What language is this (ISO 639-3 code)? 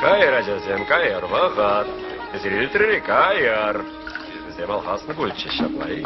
chv